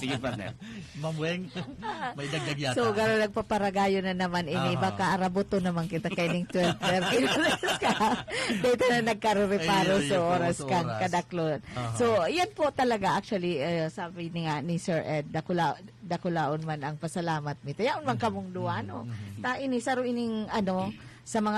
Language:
Bikol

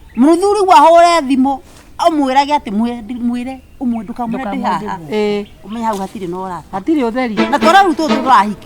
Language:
Kikuyu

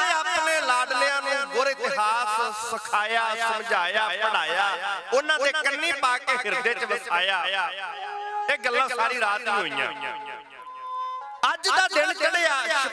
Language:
Punjabi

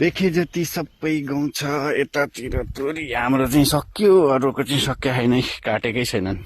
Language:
Nepali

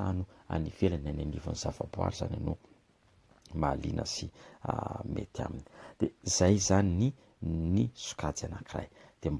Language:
Malagasy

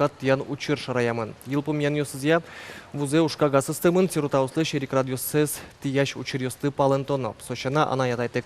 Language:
Udmurt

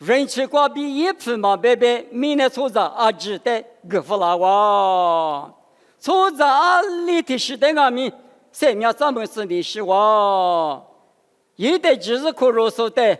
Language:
Lisu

